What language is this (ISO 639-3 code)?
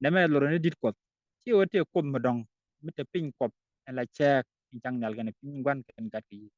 nus